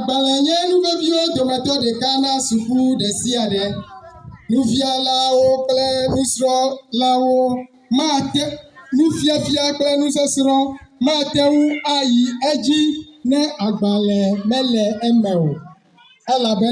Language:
Ewe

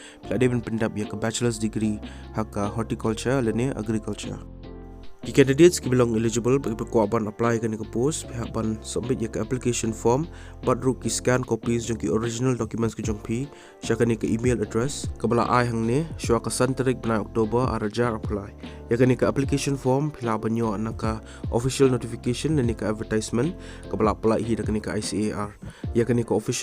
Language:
Khasi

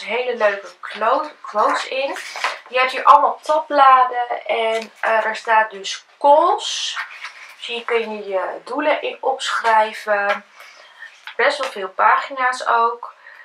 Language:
Dutch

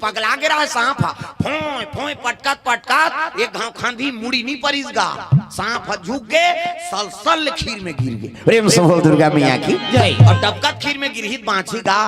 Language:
Chhattisgarhi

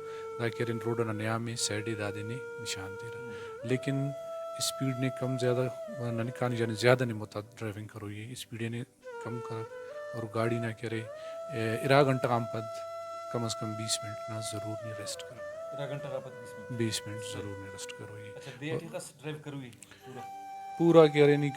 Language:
Brahui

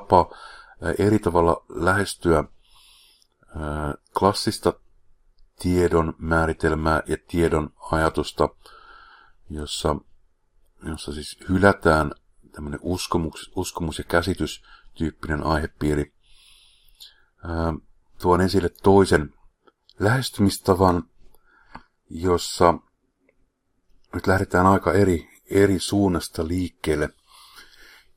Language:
Finnish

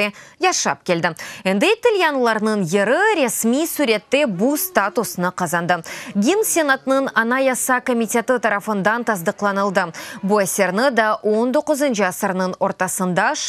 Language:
Crimean Tatar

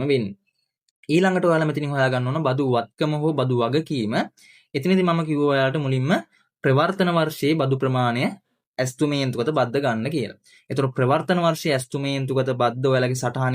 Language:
Sinhala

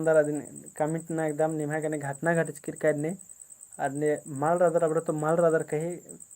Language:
Kurukh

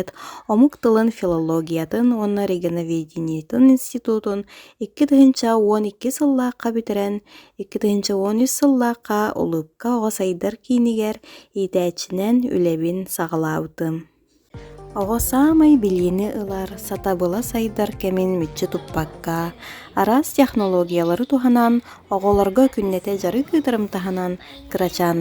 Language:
Yakut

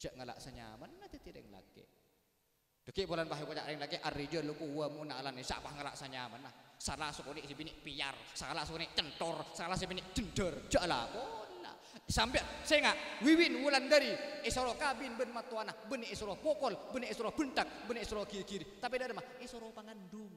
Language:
Madurese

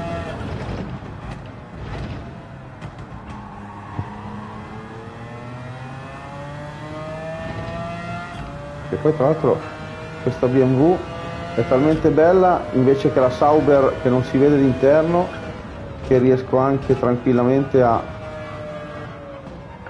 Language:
Italian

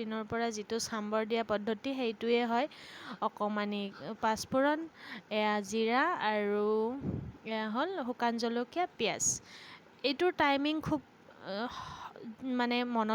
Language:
Assamese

